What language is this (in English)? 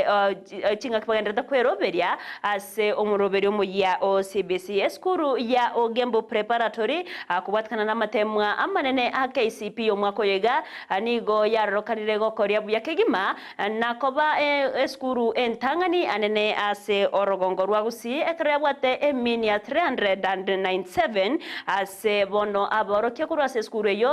Gusii